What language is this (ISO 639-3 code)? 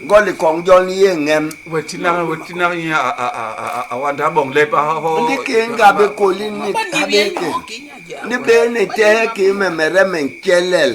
bas